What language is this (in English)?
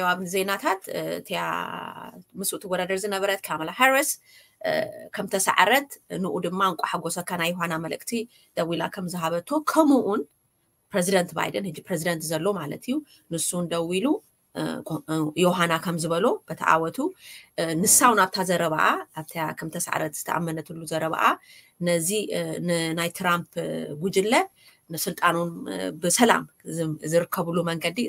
Tigrinya